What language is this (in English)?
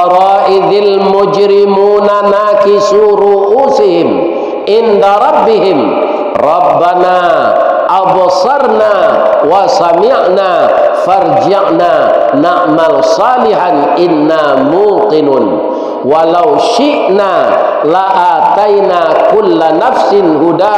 Minangkabau